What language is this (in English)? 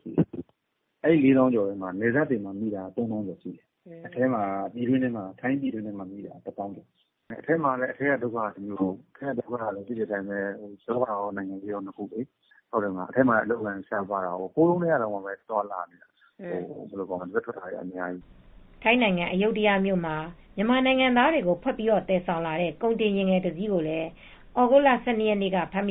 Burmese